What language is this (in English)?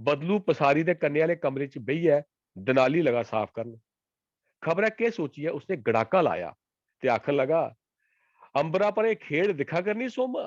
Dogri